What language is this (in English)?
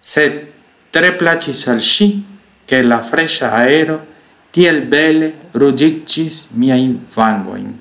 Esperanto